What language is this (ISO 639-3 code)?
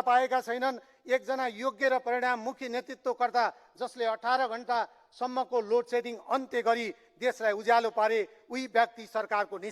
nep